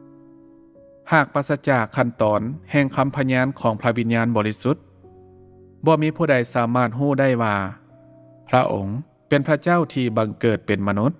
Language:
Lao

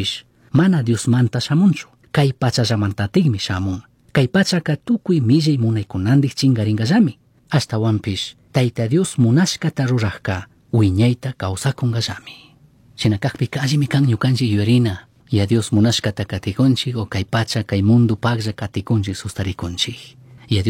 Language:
Chimborazo Highland Quichua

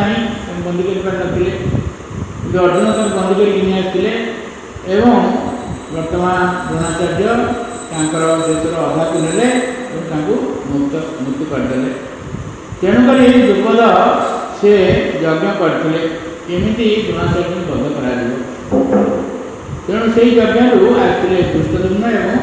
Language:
Odia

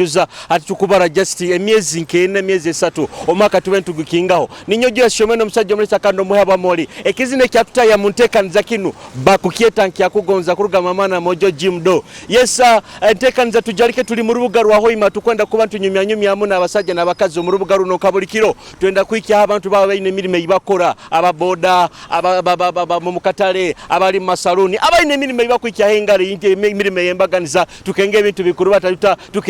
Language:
Nyoro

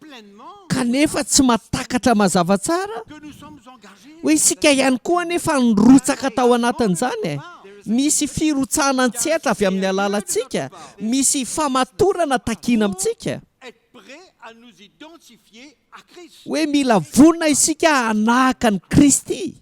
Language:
Malagasy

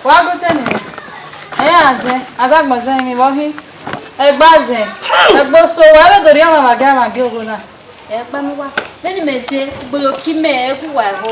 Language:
Bini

